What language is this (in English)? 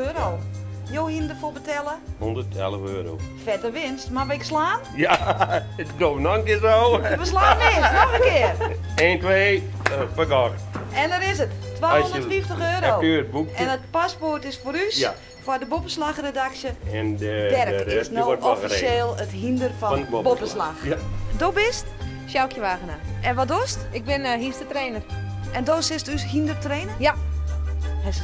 Western Frisian